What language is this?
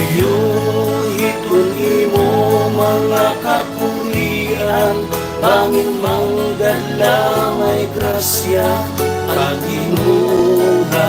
Waray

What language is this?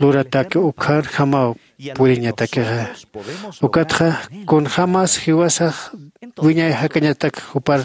Aymara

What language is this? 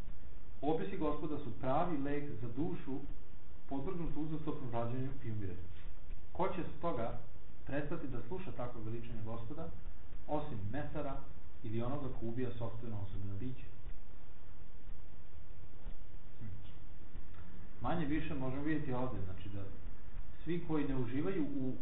Serbian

